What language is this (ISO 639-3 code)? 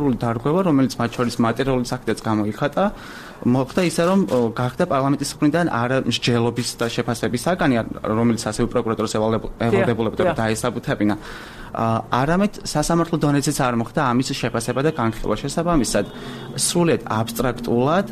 kat